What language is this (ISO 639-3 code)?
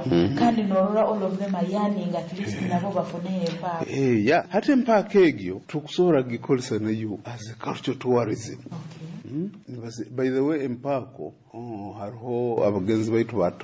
nyo